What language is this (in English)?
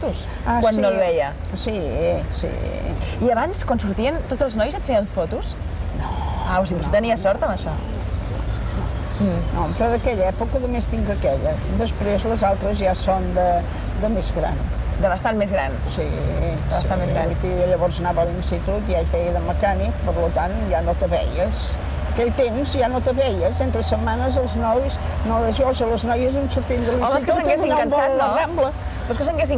Catalan